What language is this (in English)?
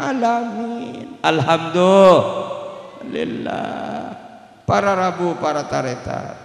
Madurese